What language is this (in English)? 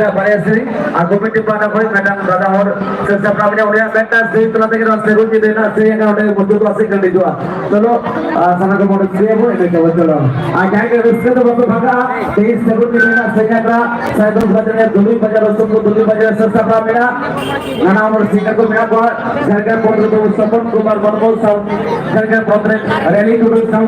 Santali